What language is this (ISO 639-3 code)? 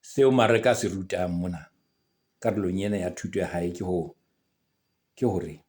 sot